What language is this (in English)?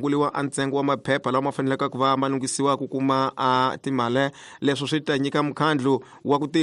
Tsonga